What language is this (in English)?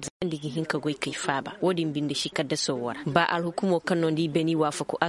Koyraboro Senni